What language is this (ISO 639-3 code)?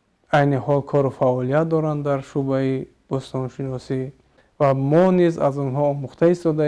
tgk